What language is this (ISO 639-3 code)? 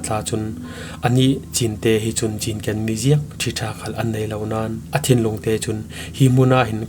cfm